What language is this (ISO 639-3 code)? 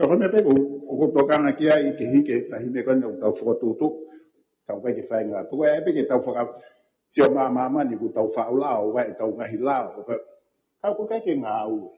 ton